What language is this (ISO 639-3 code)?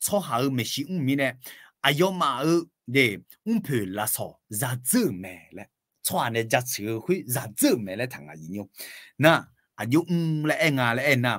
ahk